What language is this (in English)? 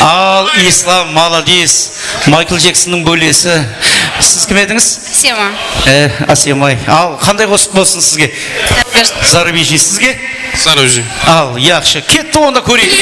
Kara-Kalpak